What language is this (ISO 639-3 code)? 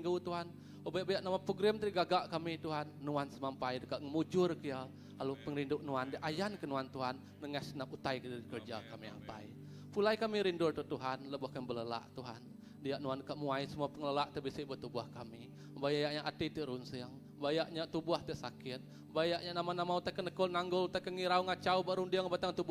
iba